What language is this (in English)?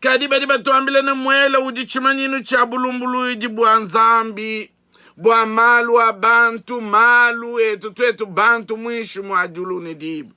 Luba-Lulua